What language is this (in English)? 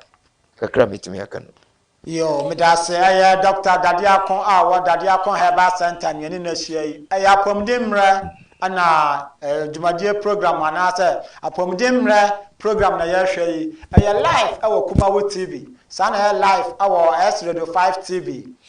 Akan